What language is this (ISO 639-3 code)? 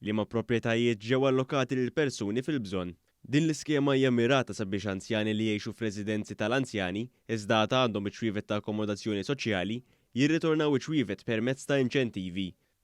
mlt